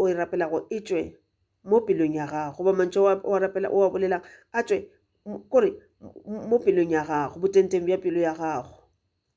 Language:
Northern Sotho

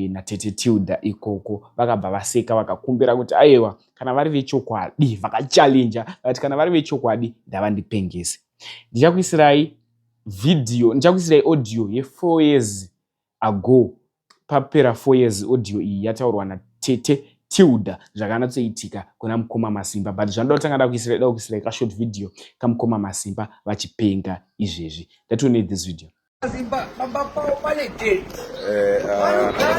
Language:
Shona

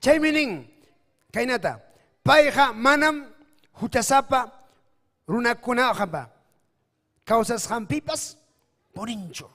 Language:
Ayacucho Quechua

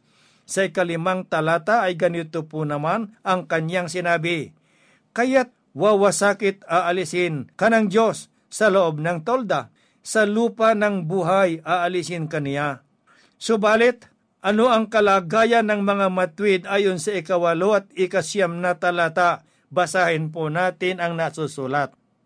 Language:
Filipino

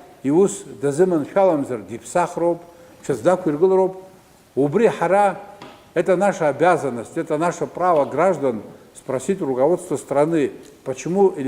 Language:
Abkhazian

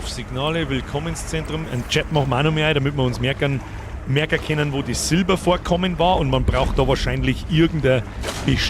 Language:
Bavarian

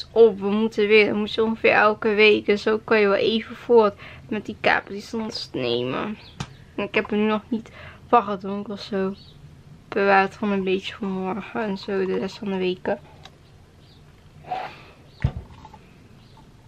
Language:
Dutch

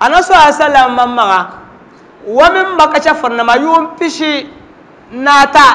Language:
Dagbani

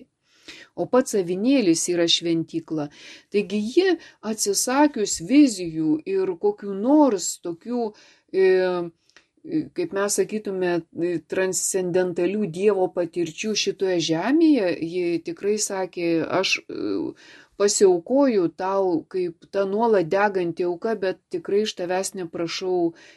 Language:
Lithuanian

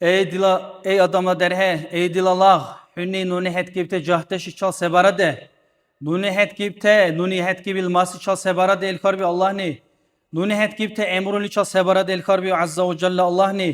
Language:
Dargwa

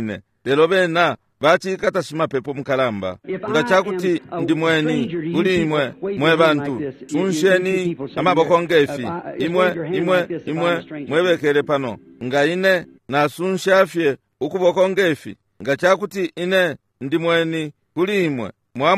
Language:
Bemba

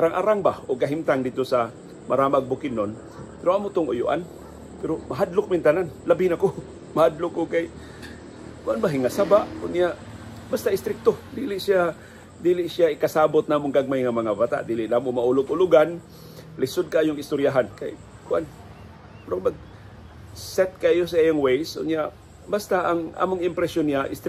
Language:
Cebuano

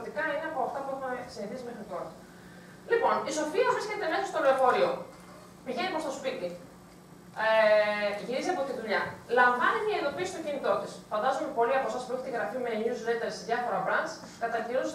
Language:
Greek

